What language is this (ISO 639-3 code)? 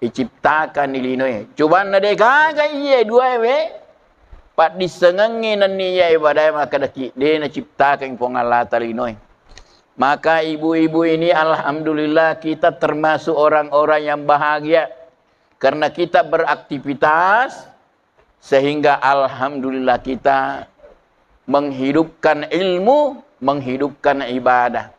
bug